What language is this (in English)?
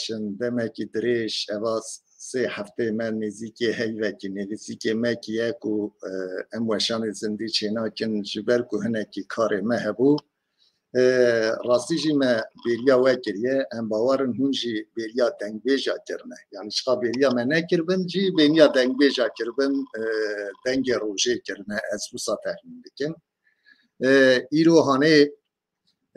Kurdish